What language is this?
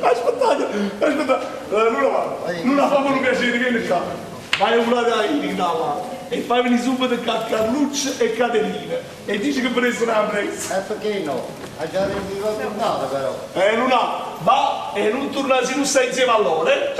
Neapolitan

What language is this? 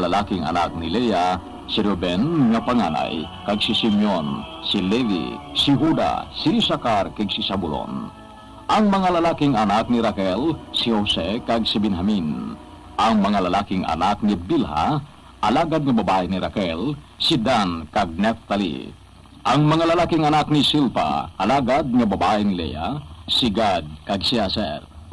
Hiligaynon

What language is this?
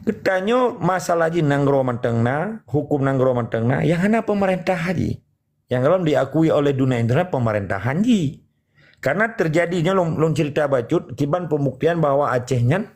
Achinese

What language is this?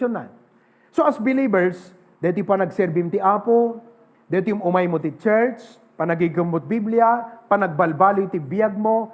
Iloko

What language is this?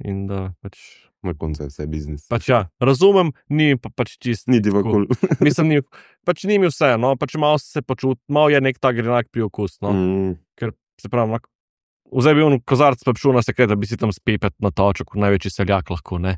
Slovenian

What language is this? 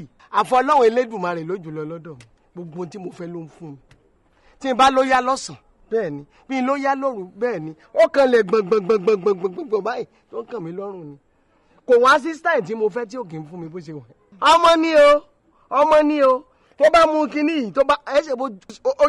Yoruba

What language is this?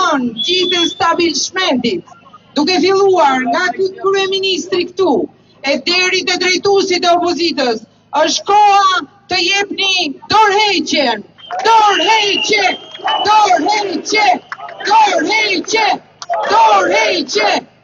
Albanian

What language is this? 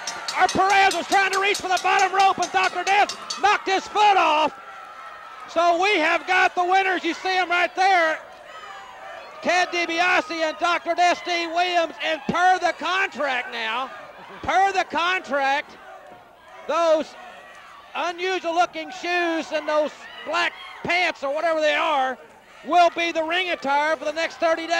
English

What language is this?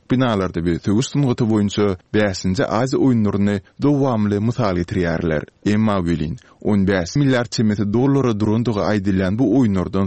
Turkmen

